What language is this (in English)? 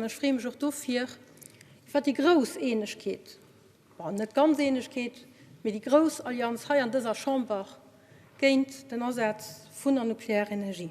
Luxembourgish